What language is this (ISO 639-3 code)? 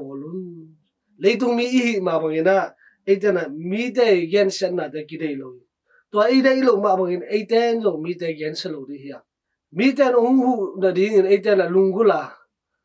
ctd